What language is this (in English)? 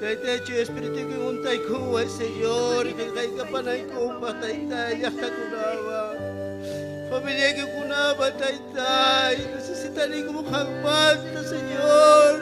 Ayacucho Quechua